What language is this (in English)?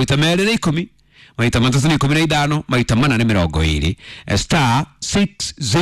Kikuyu